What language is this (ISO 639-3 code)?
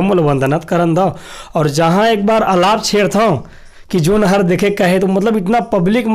hne